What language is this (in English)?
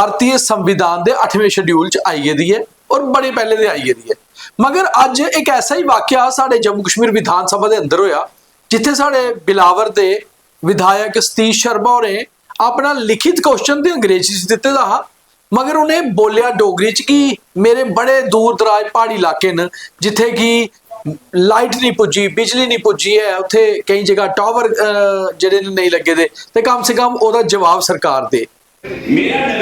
Dogri